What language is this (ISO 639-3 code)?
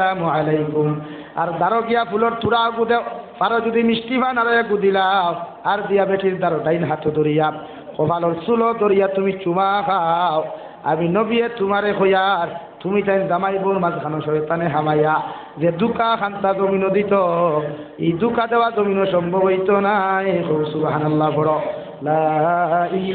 syl